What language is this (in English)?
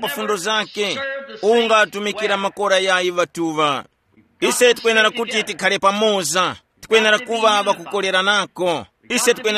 Tumbuka